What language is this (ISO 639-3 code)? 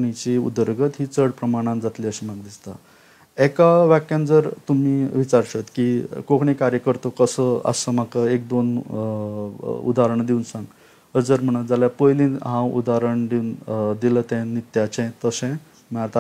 kok